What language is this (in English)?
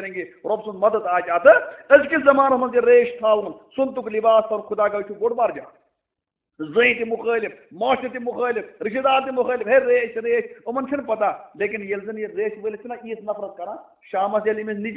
Kashmiri